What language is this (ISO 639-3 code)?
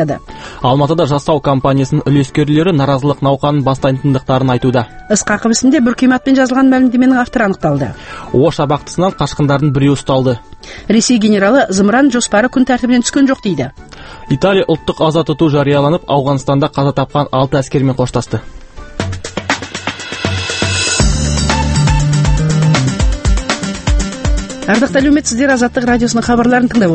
kaz